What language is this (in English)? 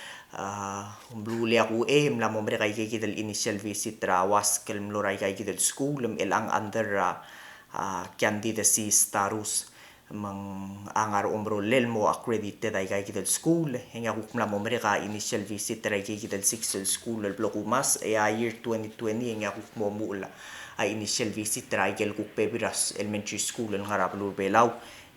Palauan